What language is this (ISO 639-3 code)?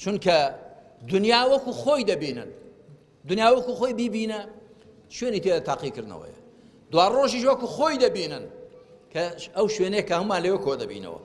ckb